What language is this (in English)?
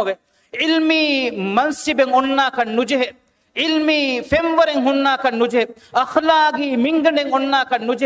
Divehi